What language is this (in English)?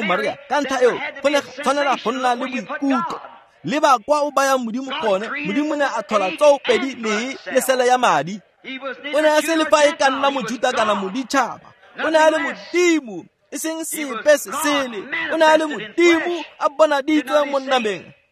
Tswana